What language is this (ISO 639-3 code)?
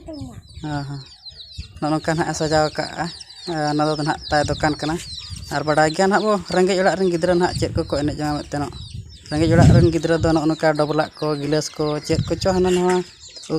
sat